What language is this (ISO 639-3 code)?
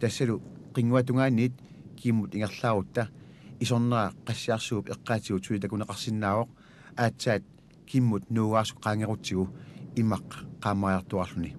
kal